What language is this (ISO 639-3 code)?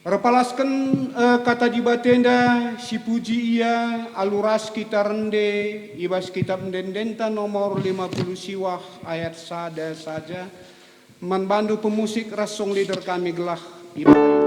btx